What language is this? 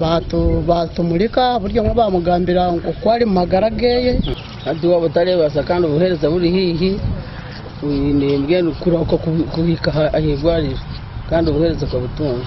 Nyankole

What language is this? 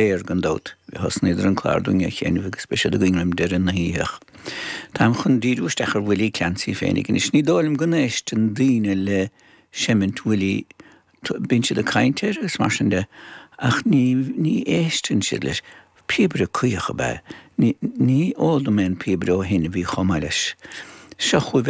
Irish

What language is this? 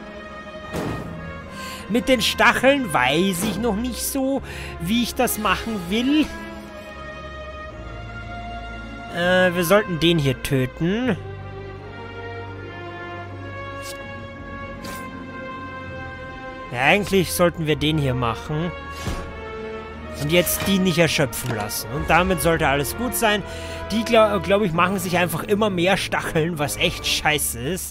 German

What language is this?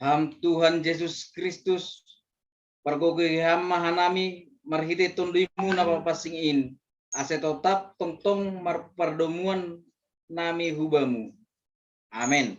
Batak Simalungun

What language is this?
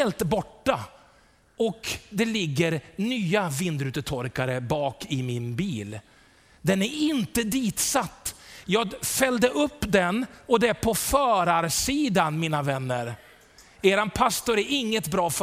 Swedish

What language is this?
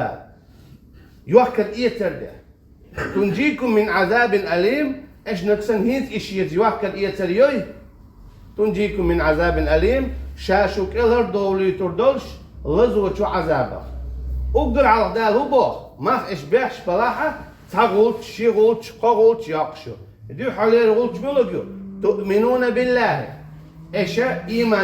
Chechen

